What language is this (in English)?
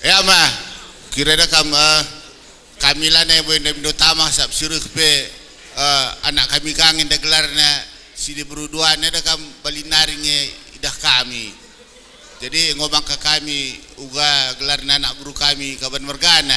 Batak Karo